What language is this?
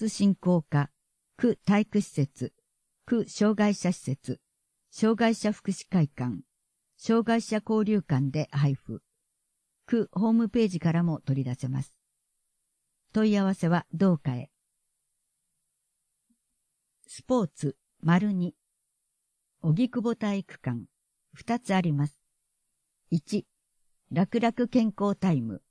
Japanese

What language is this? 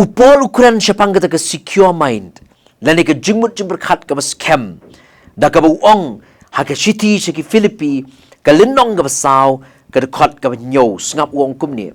Khasi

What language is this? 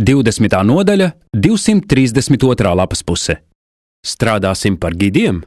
Latvian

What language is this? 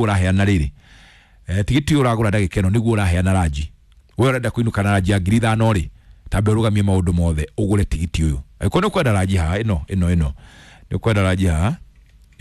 Kikuyu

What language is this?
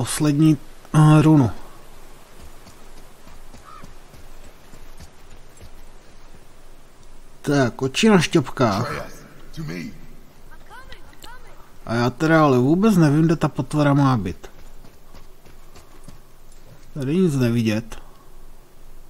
Czech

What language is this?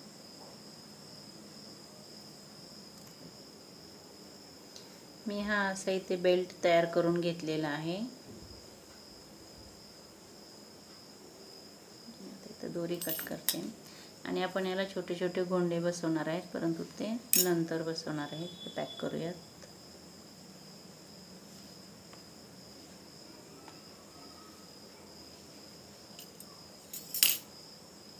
Marathi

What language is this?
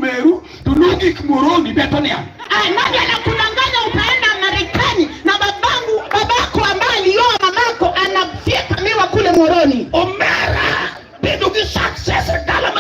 Luo (Kenya and Tanzania)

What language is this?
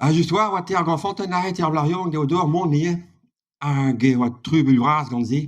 Breton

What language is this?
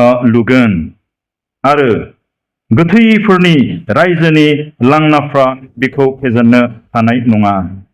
Bodo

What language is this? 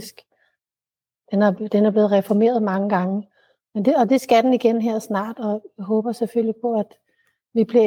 Danish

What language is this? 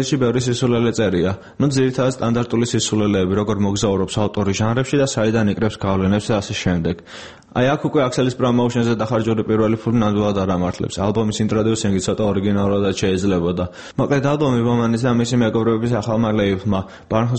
Georgian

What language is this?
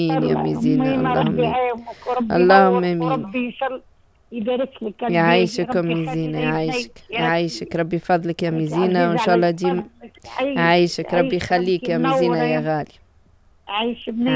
Tunisian Arabic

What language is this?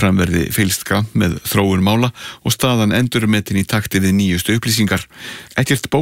Icelandic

